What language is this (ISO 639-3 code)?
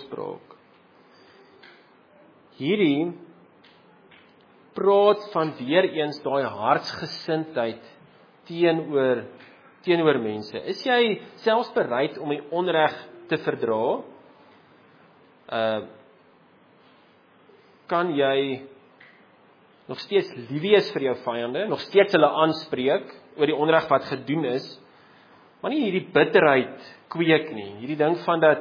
afr